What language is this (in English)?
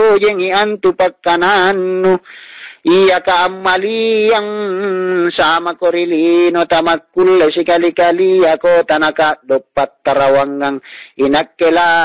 Makasar